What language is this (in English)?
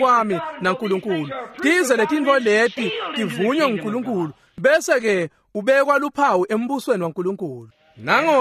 Swati